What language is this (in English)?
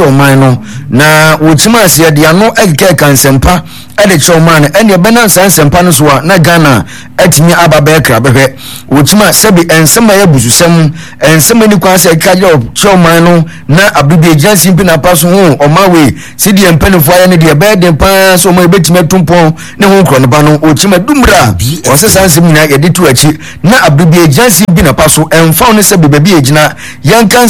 Akan